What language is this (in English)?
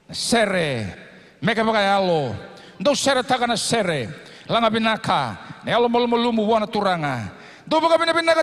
Fijian